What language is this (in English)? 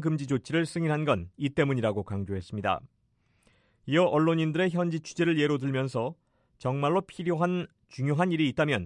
Korean